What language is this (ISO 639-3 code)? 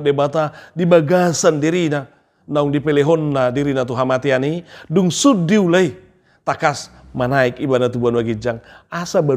bbc